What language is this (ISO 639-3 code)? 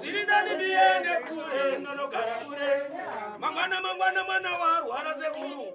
sna